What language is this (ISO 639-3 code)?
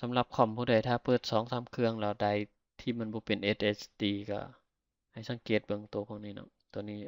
lao